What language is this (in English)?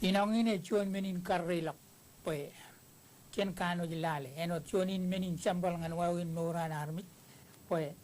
Marshallese